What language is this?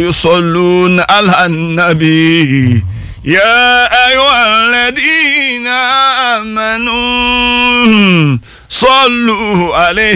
Arabic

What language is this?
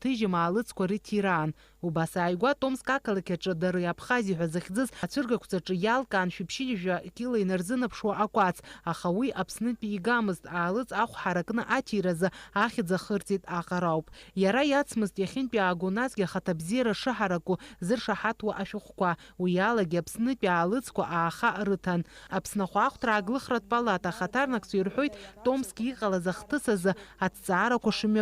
Abkhazian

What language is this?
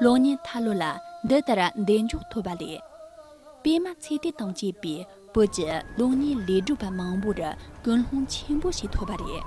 Tibetan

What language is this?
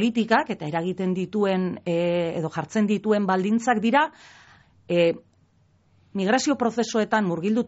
Basque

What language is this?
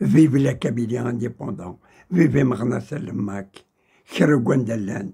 Kabyle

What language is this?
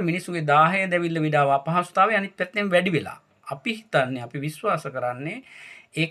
Sinhala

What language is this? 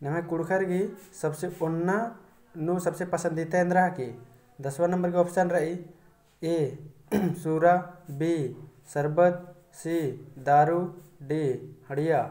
Kurukh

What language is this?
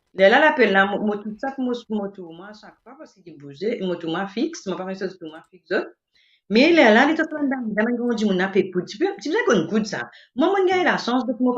Morisyen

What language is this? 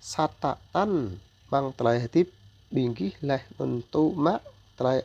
Jarai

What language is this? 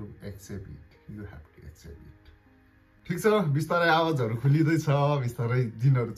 Nepali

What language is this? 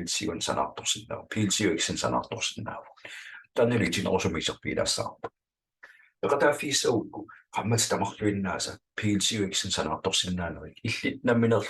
Kalaallisut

